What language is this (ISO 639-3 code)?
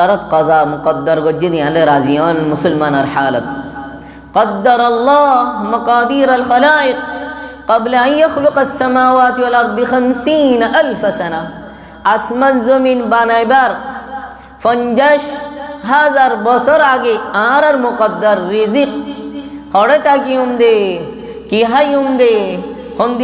rhg